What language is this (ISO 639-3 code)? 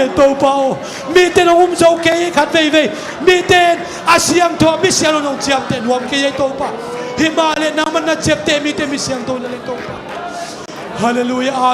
ctd